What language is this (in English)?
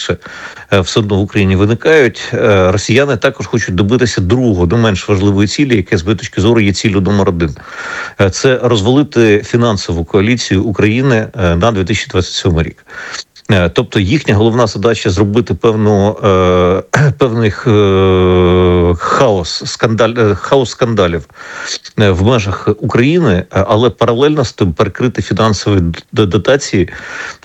Ukrainian